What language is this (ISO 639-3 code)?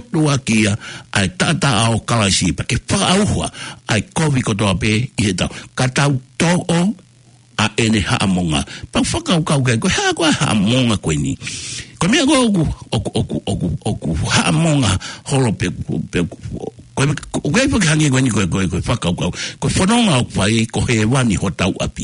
ton